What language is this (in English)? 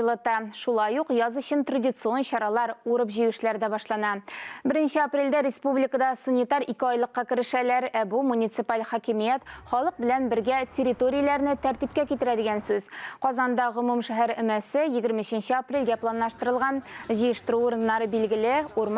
Tatar